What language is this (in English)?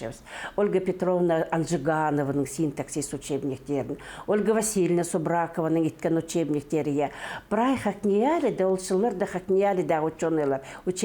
Khakas